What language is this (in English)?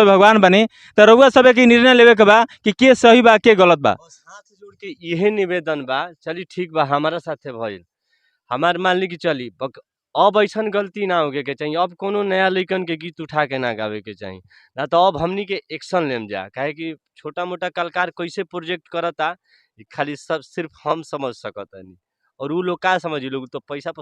Bhojpuri